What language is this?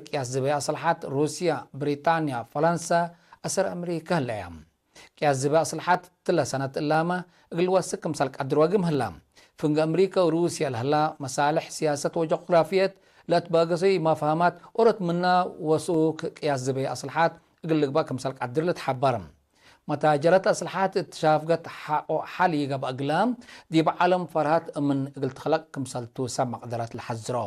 Tigre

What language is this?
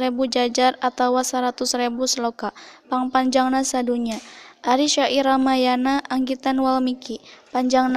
Sundanese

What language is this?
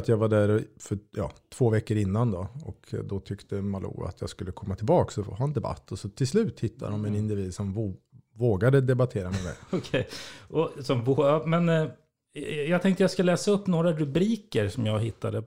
Swedish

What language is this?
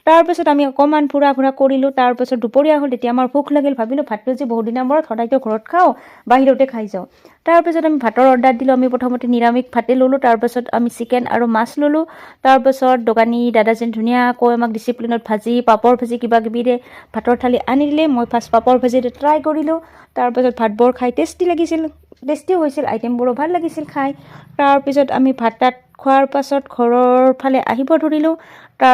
Assamese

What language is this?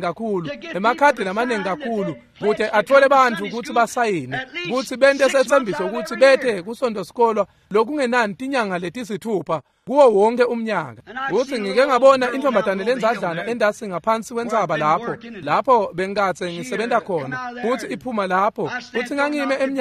Swati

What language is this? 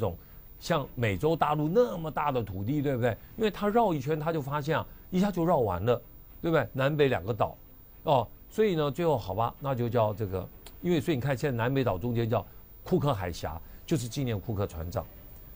Chinese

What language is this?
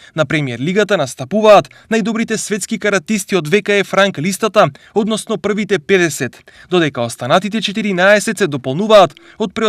Macedonian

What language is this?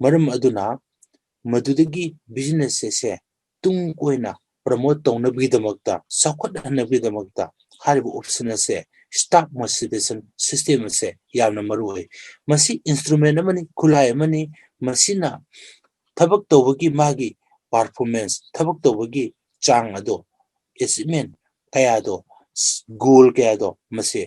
Manipuri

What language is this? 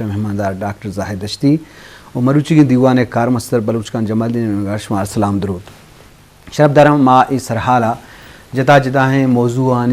Eastern Balochi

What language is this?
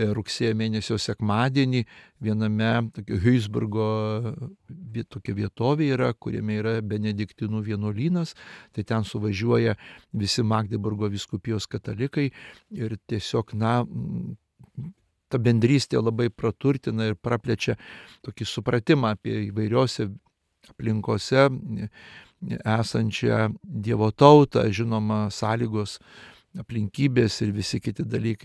Lithuanian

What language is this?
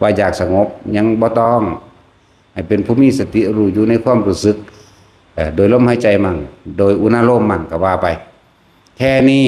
Northeastern Thai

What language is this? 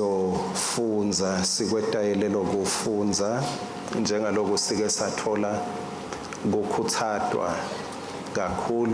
Swati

